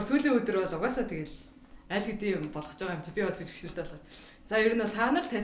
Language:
Mongolian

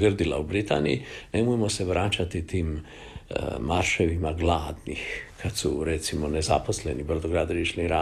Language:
Croatian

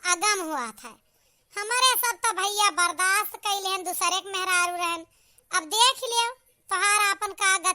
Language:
Awadhi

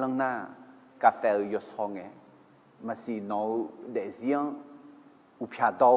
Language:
Akha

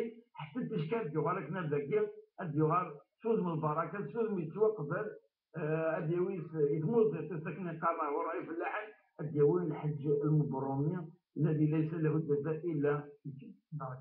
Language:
Kabyle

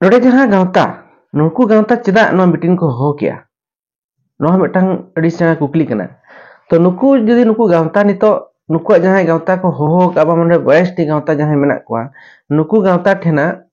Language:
Santali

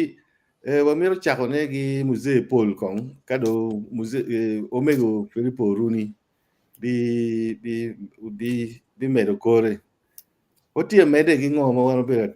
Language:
Acoli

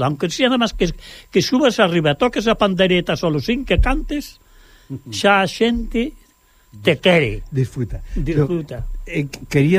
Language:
Galician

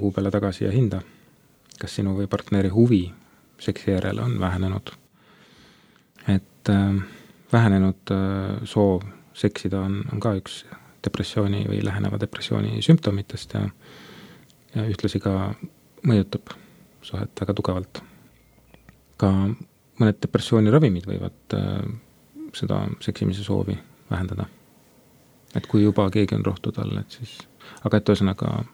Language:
Estonian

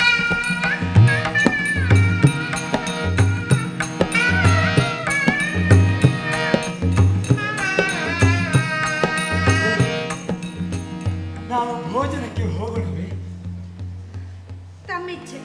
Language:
Kannada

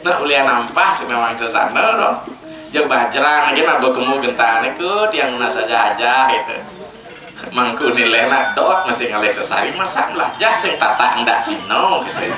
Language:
Balinese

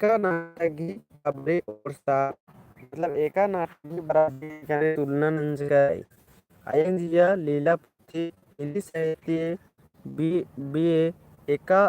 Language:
Kurukh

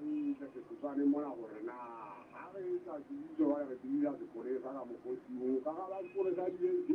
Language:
Southern Sotho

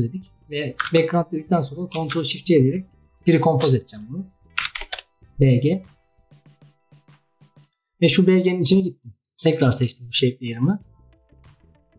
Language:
Turkish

